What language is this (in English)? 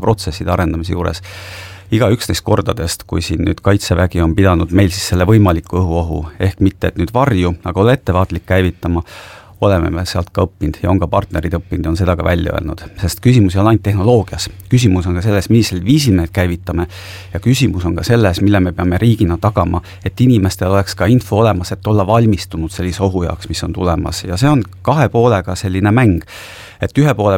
Estonian